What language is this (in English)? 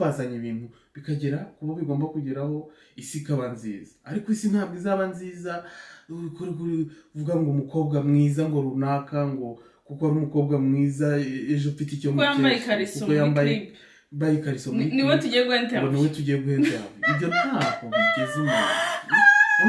Kinyarwanda